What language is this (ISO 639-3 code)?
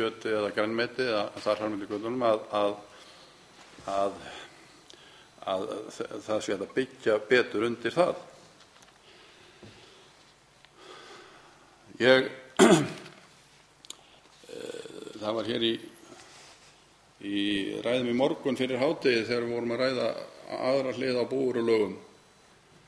isl